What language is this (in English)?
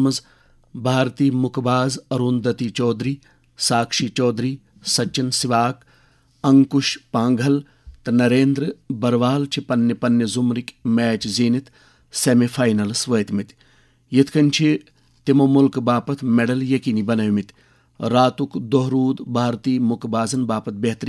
Kashmiri